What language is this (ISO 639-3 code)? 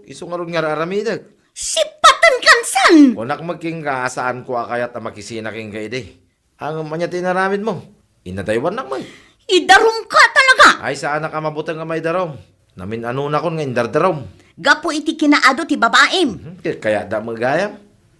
ilo